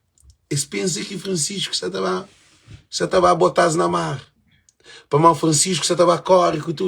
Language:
Kabuverdianu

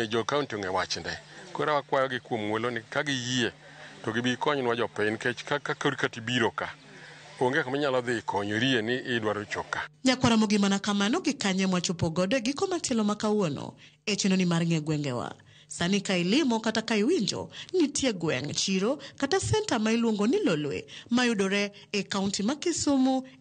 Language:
Luo (Kenya and Tanzania)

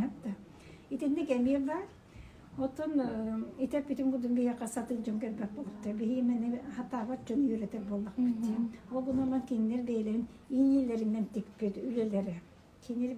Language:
Yakut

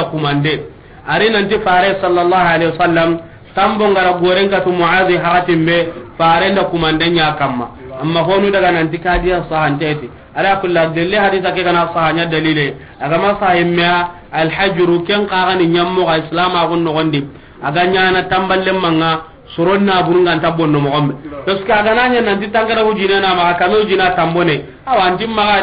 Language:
Soninke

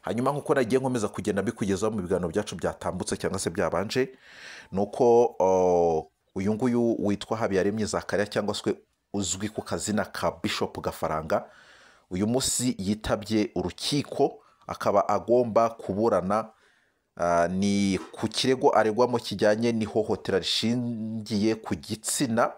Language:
Kinyarwanda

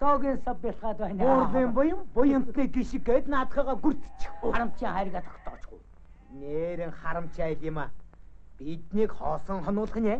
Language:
Mongolian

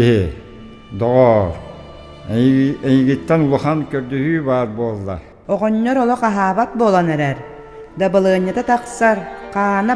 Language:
Yakut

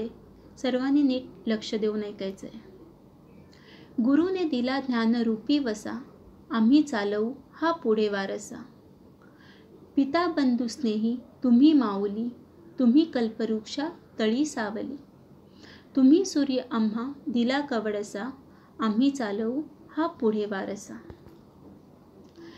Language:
Marathi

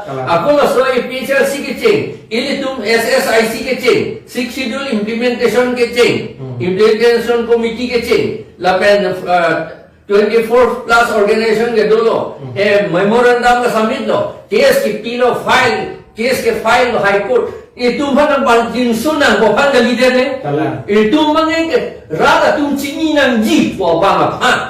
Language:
Karbi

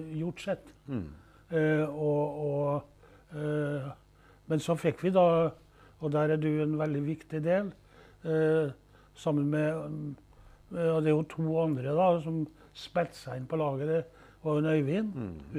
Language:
Norwegian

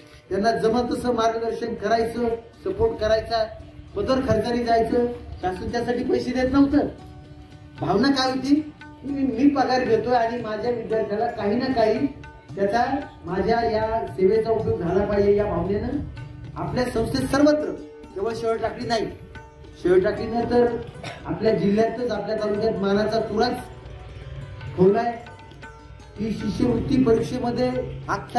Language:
Marathi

